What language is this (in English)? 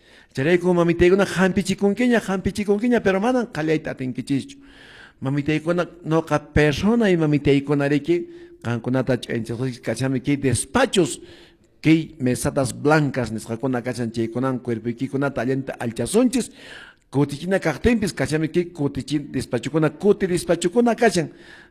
Quechua